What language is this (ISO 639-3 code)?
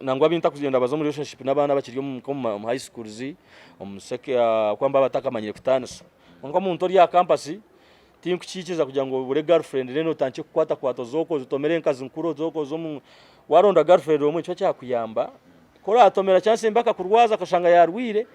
nyn